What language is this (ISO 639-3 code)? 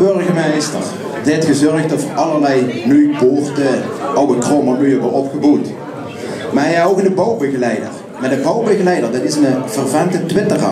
lim